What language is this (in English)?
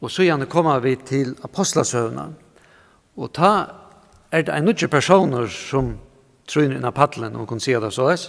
Faroese